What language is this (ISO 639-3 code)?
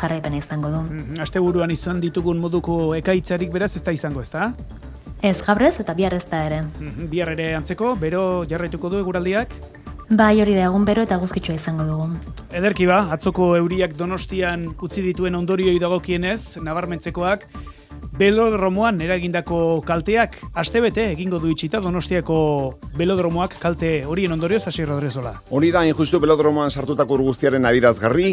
eus